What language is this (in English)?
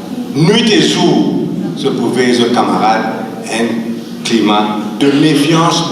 Morisyen